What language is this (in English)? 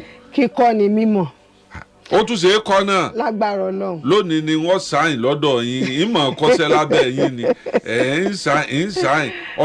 Yoruba